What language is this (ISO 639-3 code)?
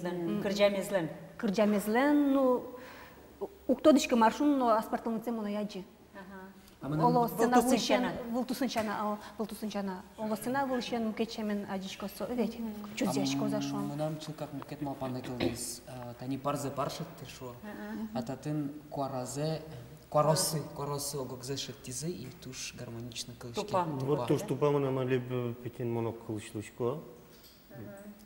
udm